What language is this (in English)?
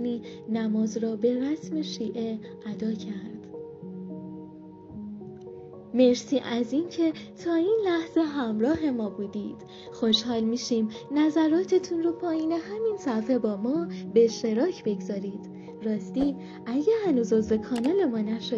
Persian